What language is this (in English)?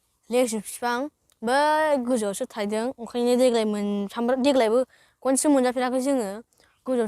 Bodo